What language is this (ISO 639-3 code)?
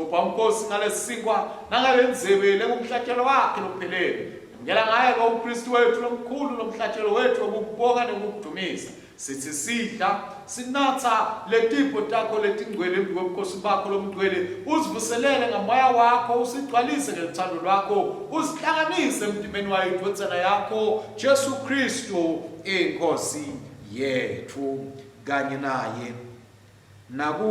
ssw